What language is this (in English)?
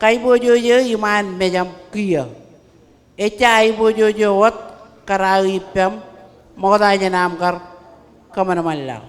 Marshallese